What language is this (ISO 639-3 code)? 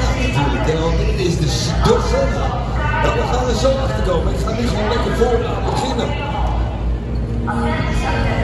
nld